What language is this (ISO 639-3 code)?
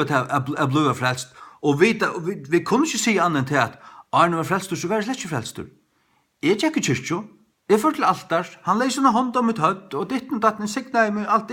fao